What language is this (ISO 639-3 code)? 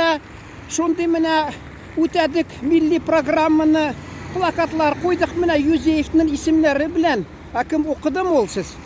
tat